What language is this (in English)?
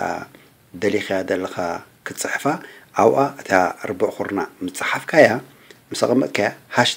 Tigrinya